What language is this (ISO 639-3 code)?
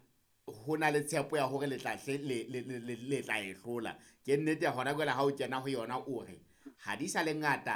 sot